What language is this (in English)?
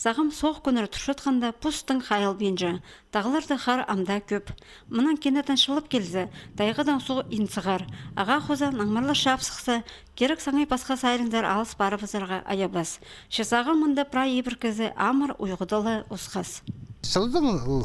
Khakas